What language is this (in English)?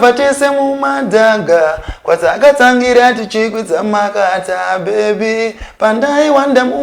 Shona